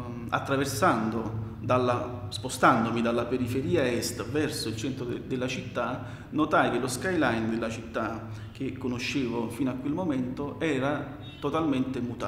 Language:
Italian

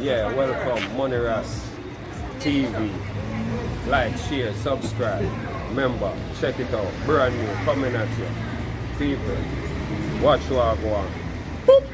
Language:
Jamaican Creole English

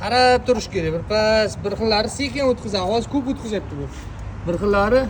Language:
Uzbek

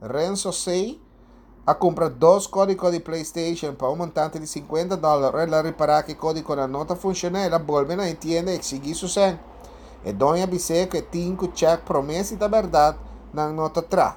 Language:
Papiamento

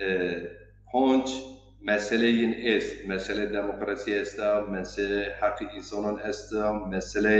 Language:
Zaza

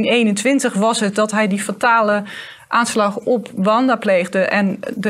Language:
Dutch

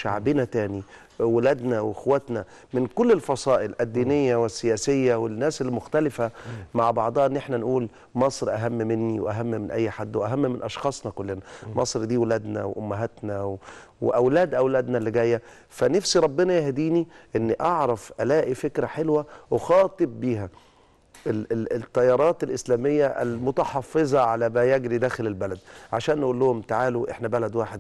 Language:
Egyptian Arabic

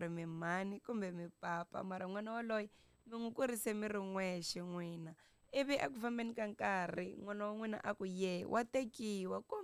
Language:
Tsonga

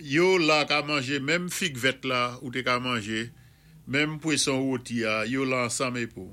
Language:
Saint Lucian Creole French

